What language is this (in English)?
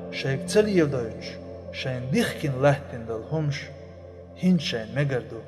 Chechen